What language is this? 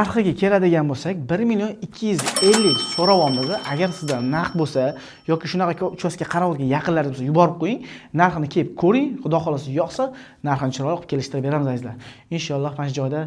Uzbek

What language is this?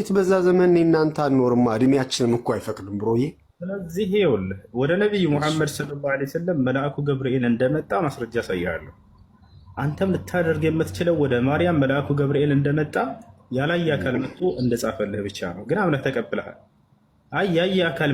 Amharic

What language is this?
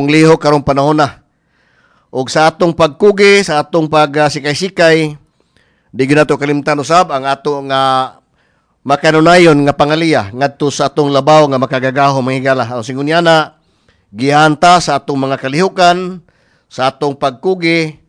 Cebuano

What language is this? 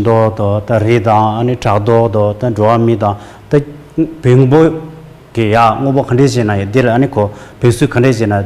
Tibetan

